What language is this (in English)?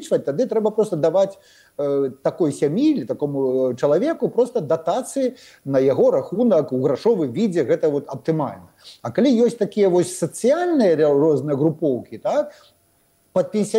Belarusian